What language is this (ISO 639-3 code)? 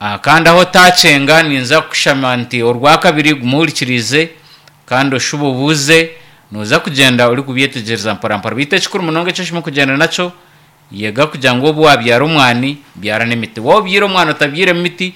nyo